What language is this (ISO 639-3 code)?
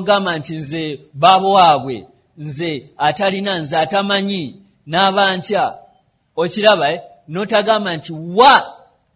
lug